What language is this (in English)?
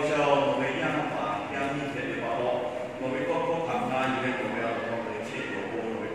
Lahu